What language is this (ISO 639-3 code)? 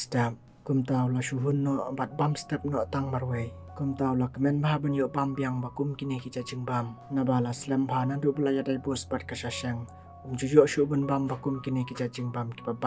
kha